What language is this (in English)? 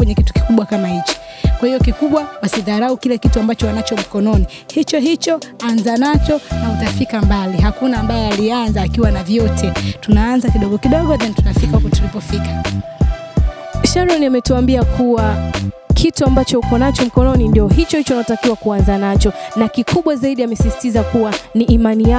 Swahili